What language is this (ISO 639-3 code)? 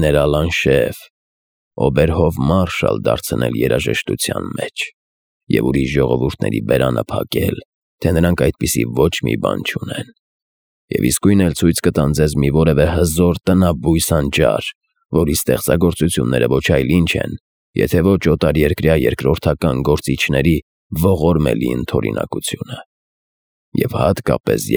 hye